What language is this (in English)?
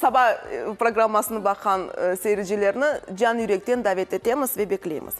Crimean Tatar